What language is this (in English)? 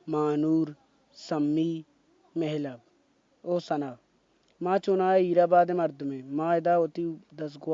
Baluchi